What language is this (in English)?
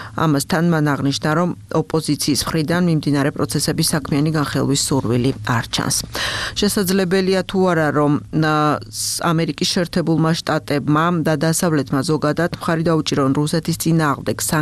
Georgian